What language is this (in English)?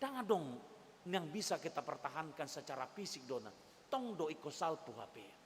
Batak Toba